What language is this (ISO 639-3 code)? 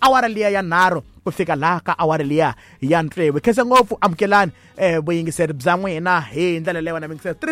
tso